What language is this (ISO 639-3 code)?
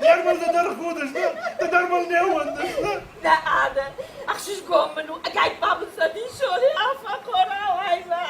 oss